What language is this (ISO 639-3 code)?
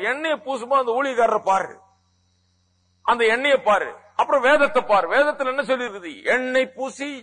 tam